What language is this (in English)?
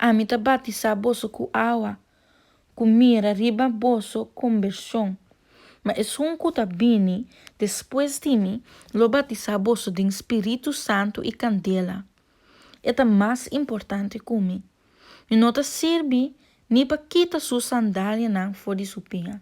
Papiamento